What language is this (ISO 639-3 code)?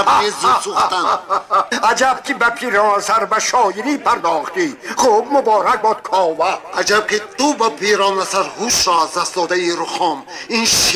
tgk